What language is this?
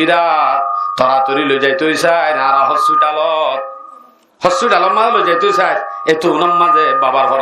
Rohingya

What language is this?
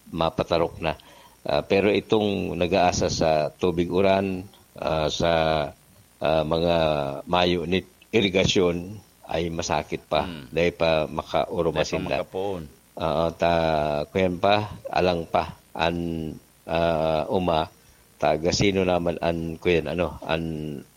Bikol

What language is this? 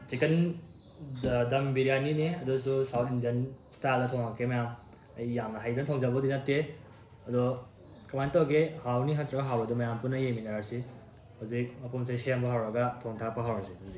Manipuri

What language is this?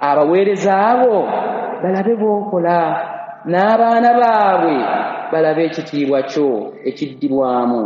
Ganda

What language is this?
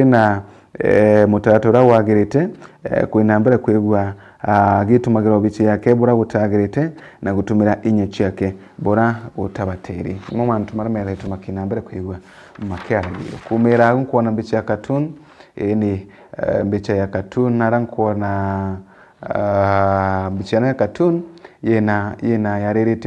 Meru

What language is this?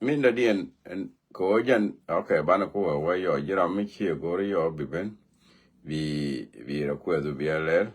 Nuer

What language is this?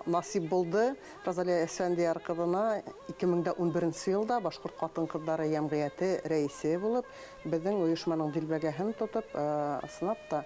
Bashkir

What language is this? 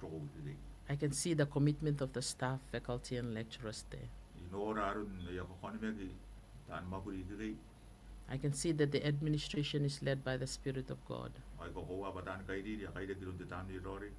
Gilbertese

